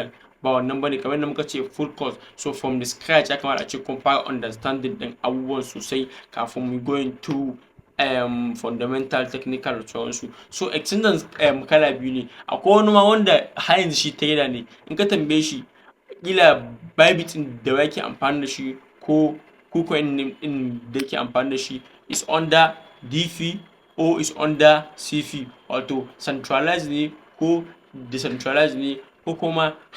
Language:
Hausa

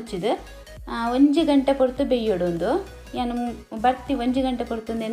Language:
Tulu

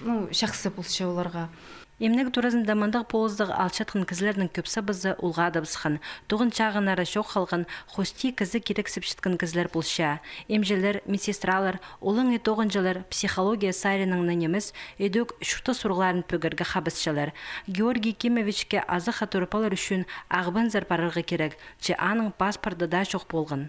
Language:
Khakas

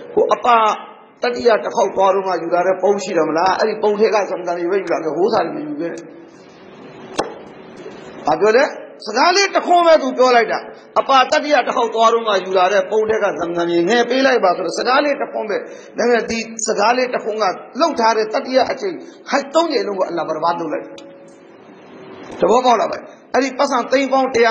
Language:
Burmese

